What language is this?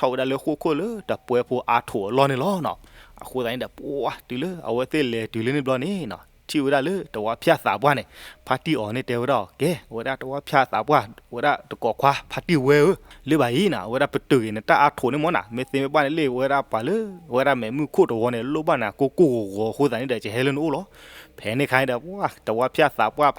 S'gaw Karen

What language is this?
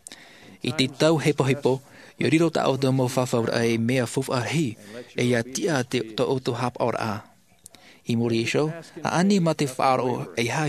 Tahitian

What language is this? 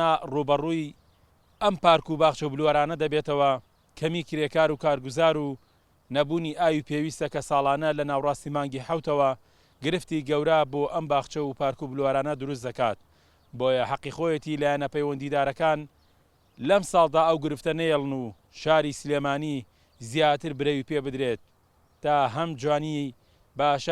Central Kurdish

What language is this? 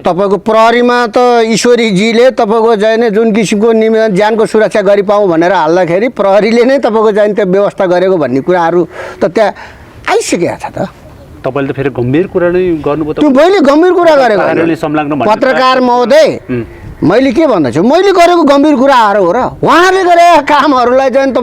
Nepali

